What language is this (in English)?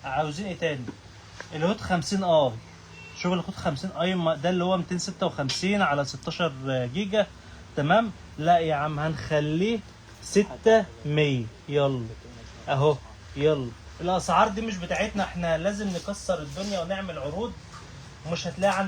Egyptian Arabic